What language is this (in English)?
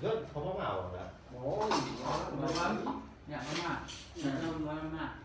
Lao